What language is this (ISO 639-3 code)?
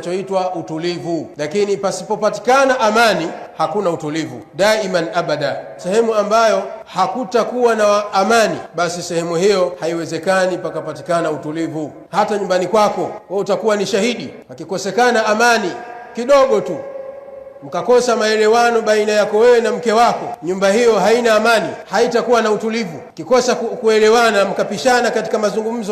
swa